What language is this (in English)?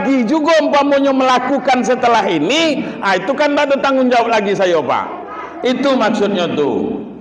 Minangkabau